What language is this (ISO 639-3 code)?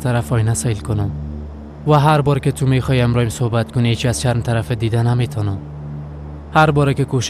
fas